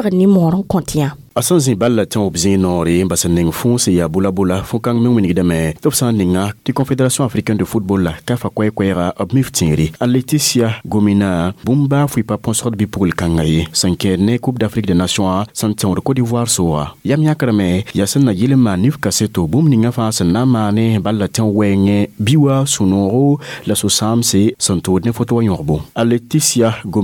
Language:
Mossi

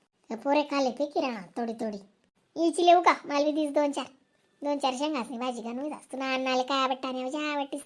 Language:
Khandesi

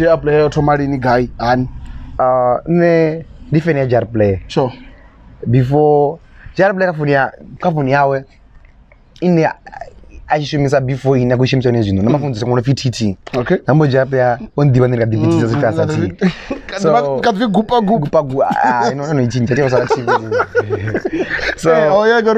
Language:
Venda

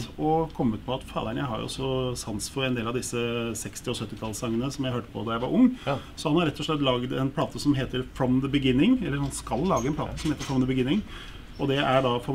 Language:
Norwegian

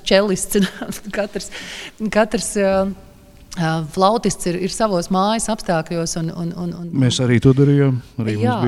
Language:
Latvian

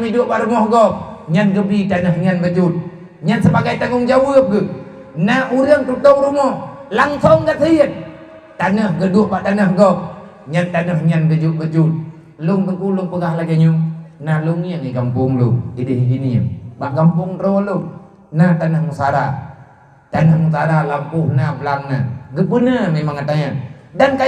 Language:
Achinese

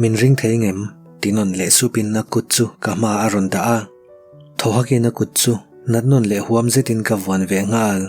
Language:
Mizo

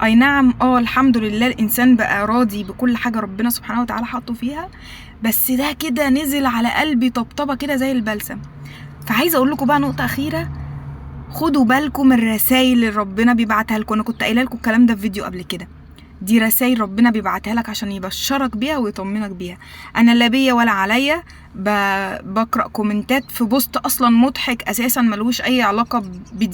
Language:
Egyptian Arabic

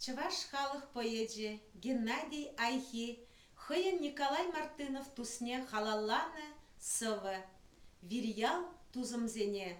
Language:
Chuvash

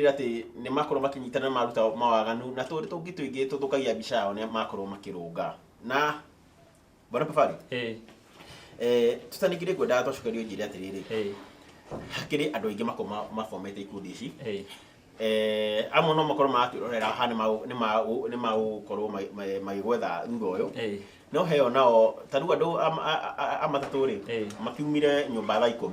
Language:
Kikuyu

